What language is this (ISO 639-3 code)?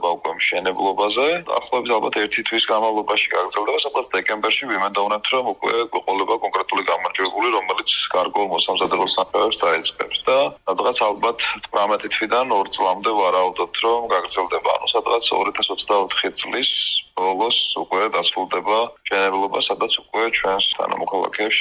kat